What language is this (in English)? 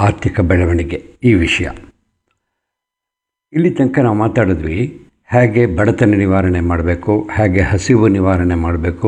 Kannada